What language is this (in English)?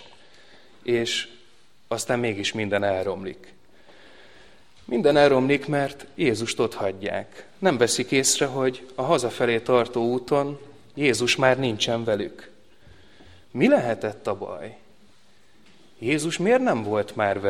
Hungarian